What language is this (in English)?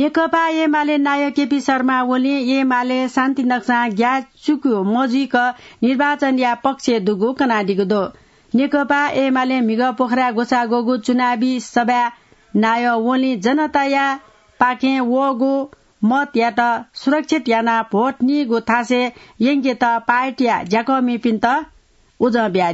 Newari